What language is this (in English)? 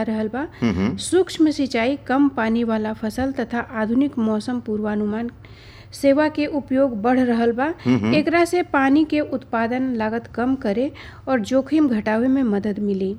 Bhojpuri